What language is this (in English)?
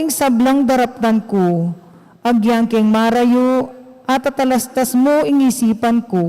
Pampanga